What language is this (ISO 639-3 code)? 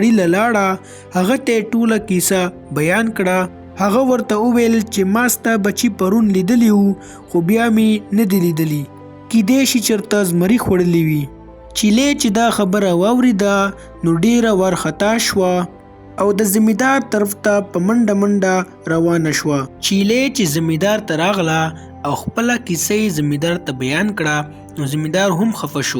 pus